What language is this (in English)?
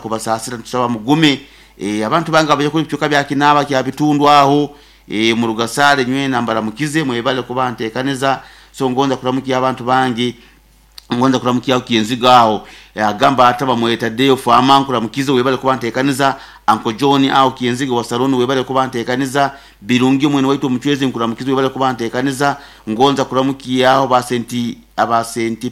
Nyoro